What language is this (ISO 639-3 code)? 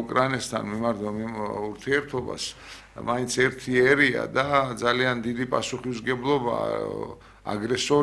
kat